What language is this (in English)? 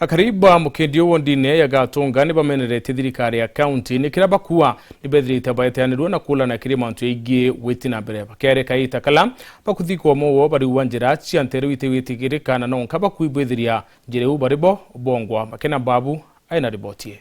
Meru